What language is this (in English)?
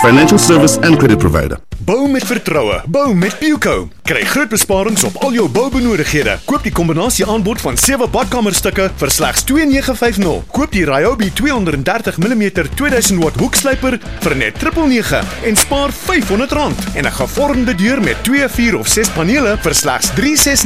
Afrikaans